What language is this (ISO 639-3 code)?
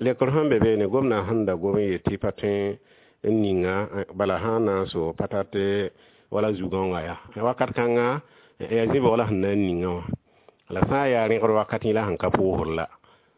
mos